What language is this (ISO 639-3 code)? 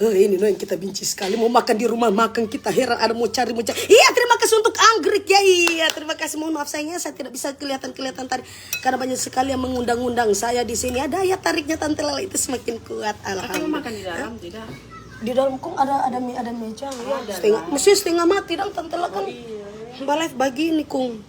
xmm